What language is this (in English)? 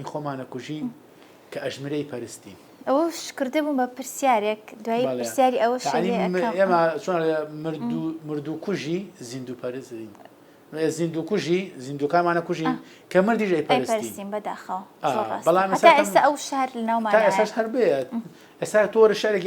Central Kurdish